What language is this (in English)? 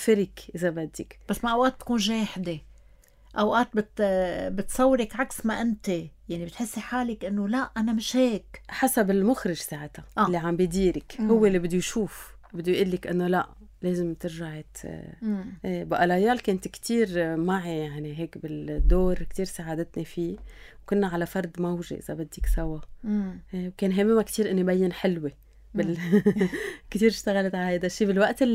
North Levantine Arabic